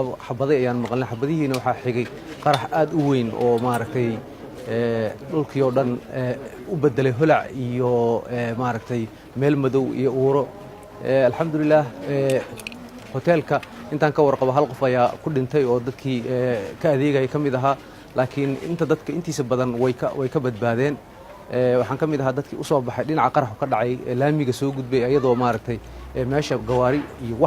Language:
Somali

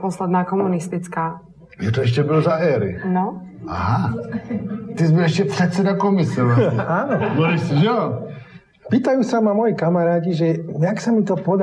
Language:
Slovak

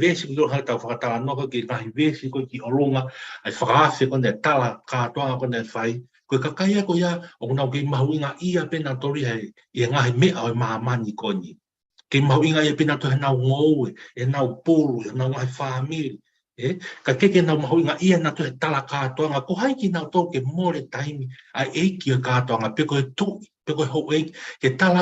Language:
Tongan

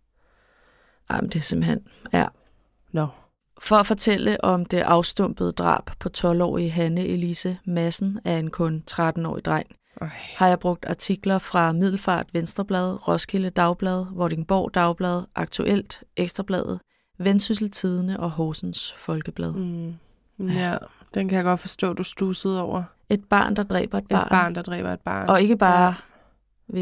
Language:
Danish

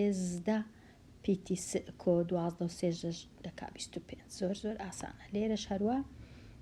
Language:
Central Kurdish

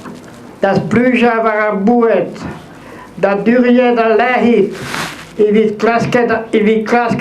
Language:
Breton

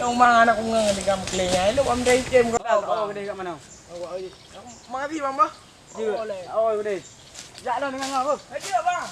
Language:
Achinese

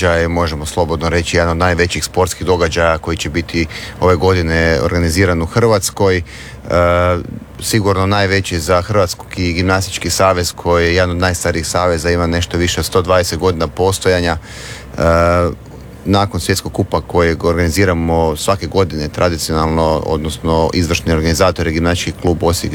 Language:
Croatian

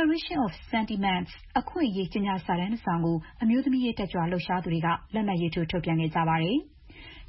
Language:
Burmese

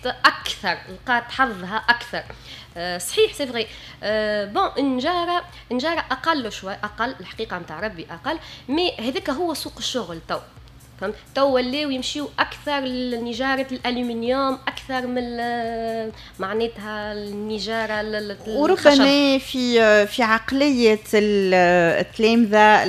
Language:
Tunisian Arabic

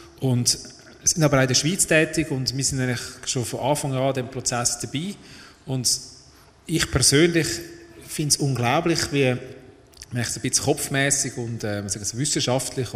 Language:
Swiss German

